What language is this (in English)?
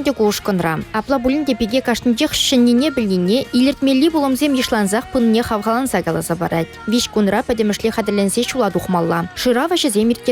Chuvash